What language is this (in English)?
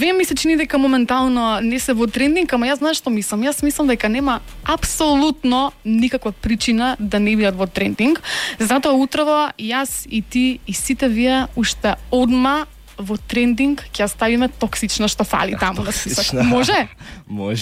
Macedonian